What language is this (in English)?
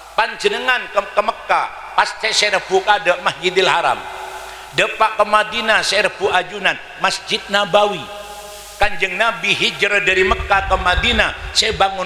Madurese